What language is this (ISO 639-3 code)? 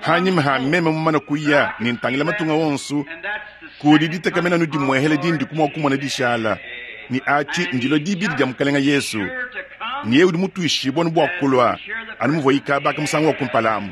lua